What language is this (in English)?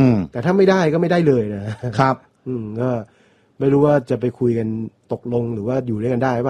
Thai